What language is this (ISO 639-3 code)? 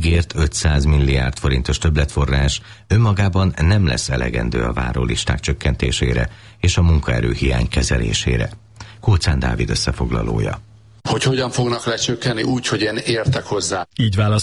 hun